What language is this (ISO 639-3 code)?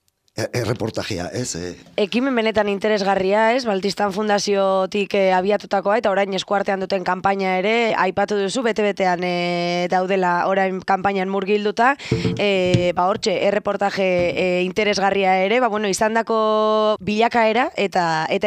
eus